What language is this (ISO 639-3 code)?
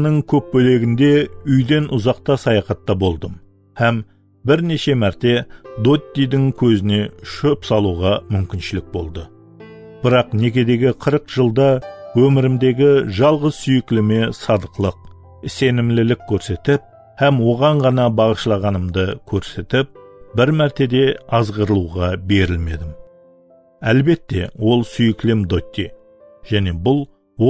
kaa